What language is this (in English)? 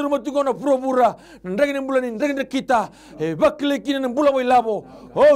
Fijian